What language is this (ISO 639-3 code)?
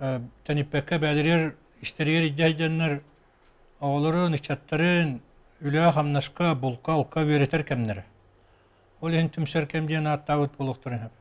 sah